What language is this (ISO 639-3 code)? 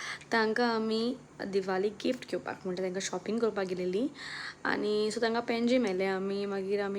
kok